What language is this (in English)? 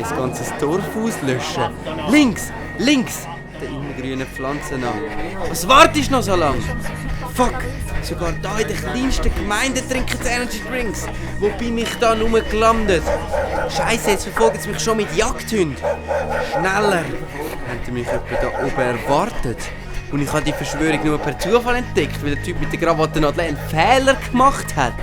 Swiss German